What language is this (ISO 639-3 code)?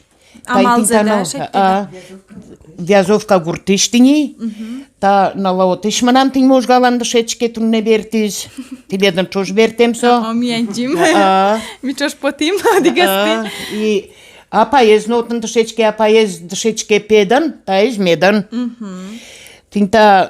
udm